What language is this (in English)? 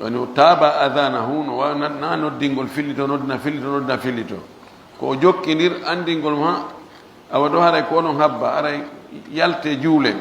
Pular